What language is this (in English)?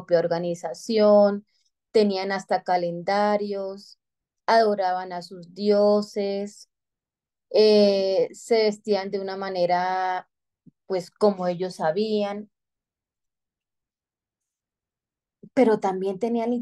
Spanish